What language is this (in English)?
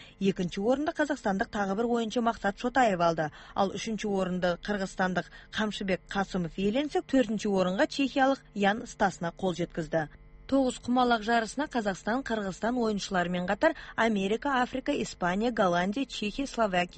Kazakh